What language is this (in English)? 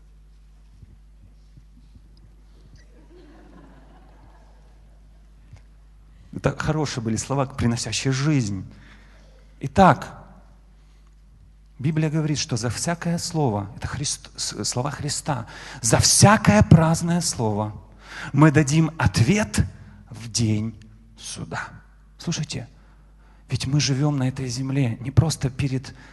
Russian